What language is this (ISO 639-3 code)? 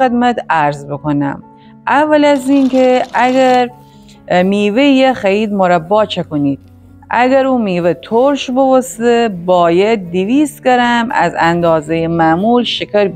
glk